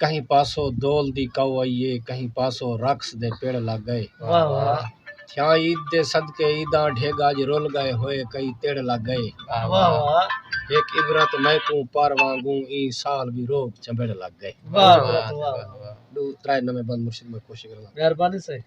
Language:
Saraiki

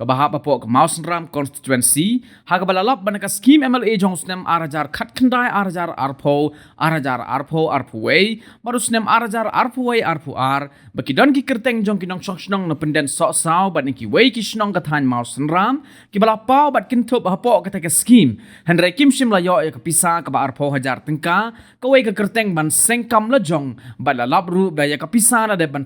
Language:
Khasi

